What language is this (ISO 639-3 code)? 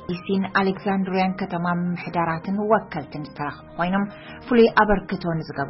tir